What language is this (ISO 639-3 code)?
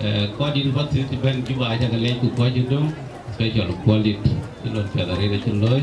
din